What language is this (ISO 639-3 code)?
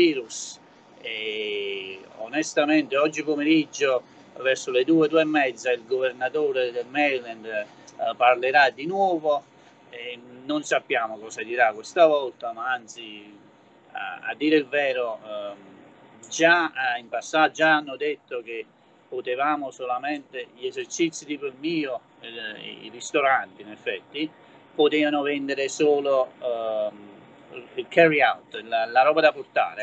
ita